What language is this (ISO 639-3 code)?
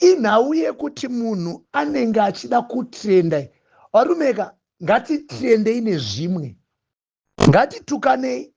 sna